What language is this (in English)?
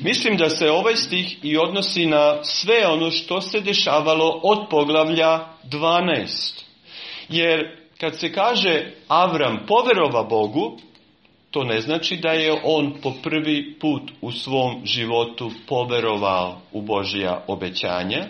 Serbian